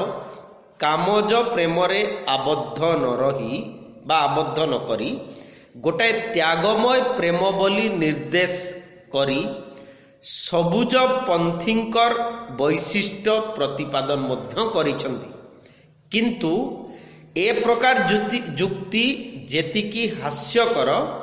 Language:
Odia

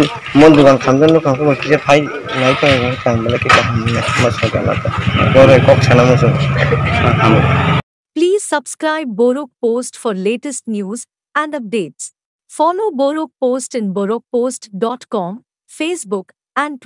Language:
Kok Borok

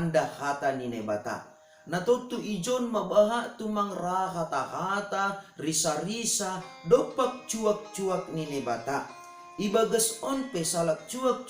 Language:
Batak Simalungun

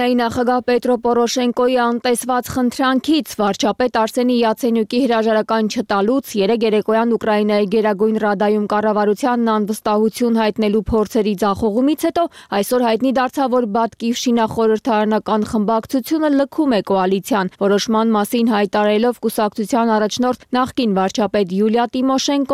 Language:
Armenian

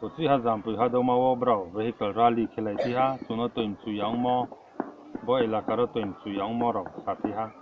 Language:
Riang (India)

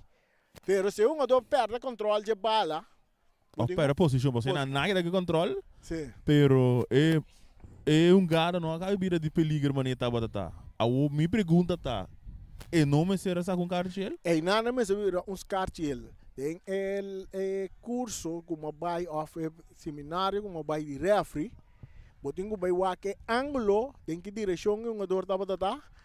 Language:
Papiamento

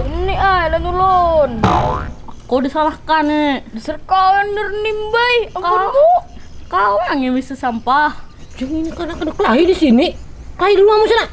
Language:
Banjar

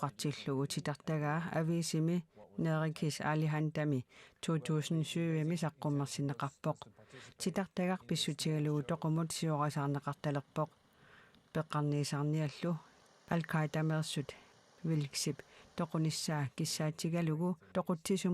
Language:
Kalaallisut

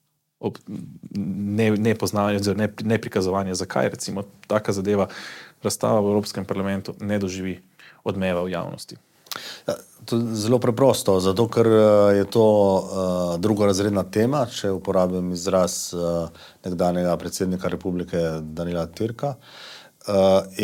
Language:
Slovenian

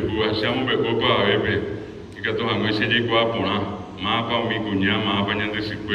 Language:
Guarani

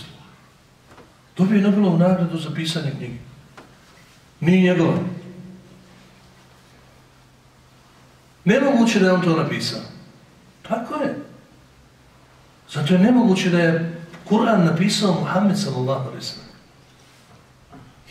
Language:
Bosnian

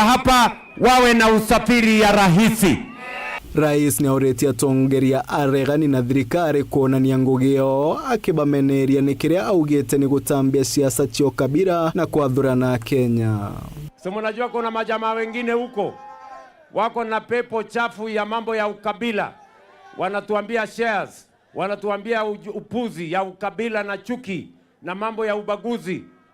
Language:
Meru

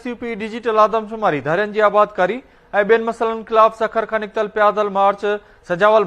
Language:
Sindhi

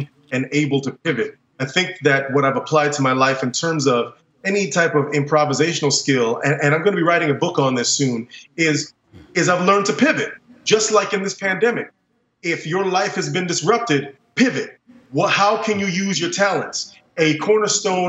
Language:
English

